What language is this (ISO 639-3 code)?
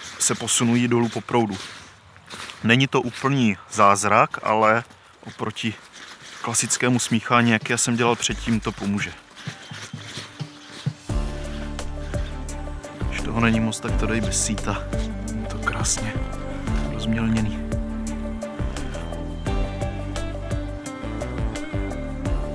ces